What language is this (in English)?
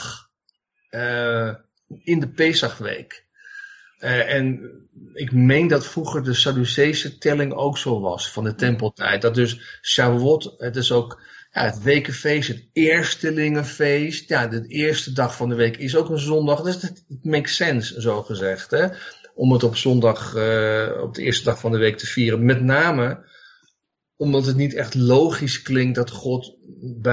Dutch